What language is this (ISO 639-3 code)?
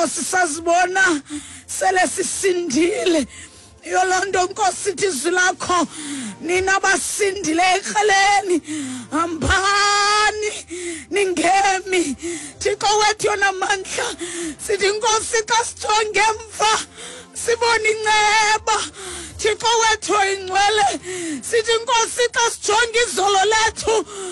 xho